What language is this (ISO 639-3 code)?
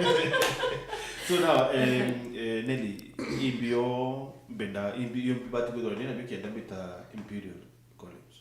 mer